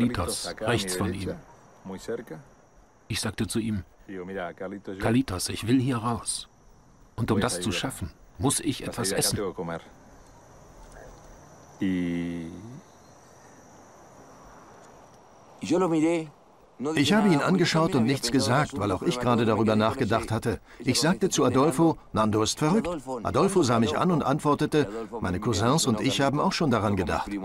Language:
German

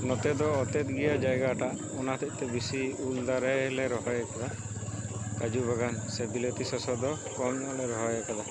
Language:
Santali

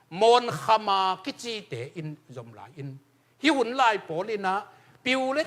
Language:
Tedim Chin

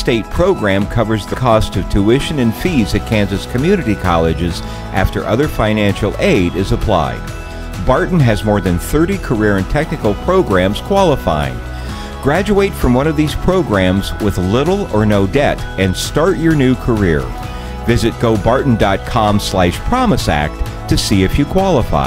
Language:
English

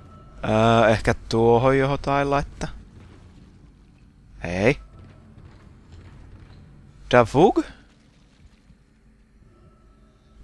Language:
Finnish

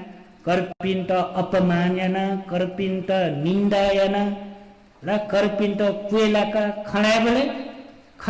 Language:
Newari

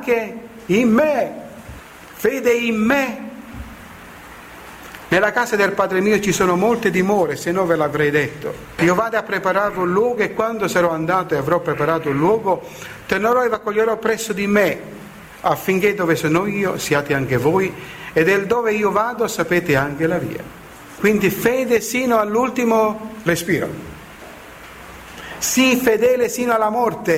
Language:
Italian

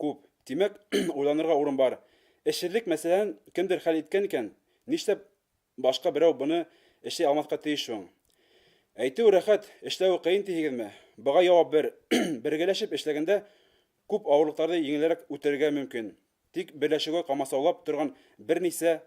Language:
Bashkir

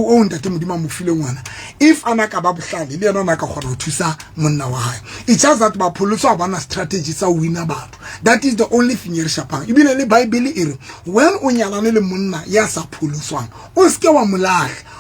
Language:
Southern Sotho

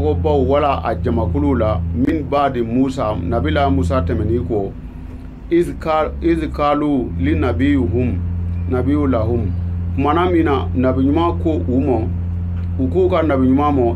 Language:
Bambara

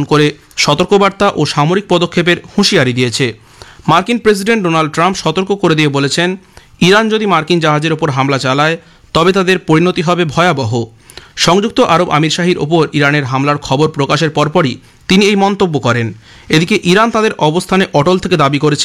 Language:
Bangla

